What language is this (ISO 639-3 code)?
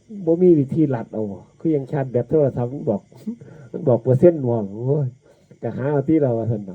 tts